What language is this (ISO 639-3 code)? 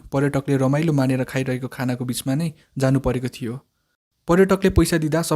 nep